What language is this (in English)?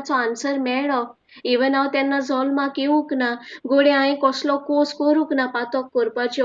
Konkani